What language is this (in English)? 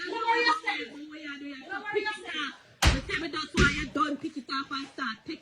Jamaican Creole English